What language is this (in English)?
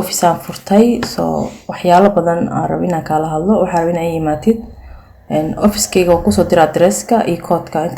Somali